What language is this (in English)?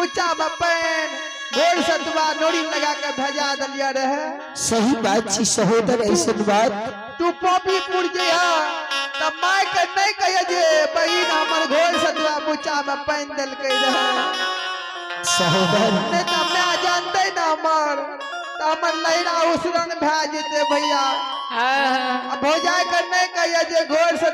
Maithili